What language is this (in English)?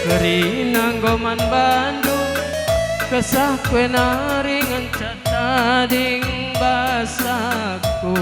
Batak Karo